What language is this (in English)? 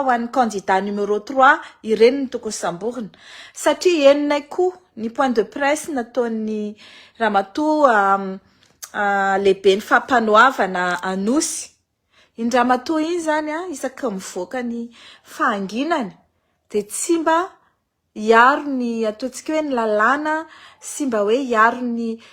Malagasy